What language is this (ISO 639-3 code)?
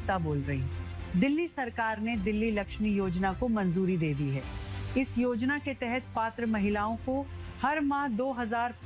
hin